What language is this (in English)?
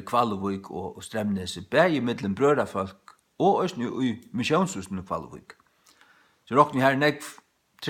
Faroese